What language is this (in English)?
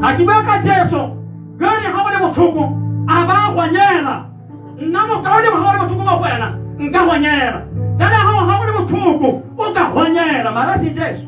Tswana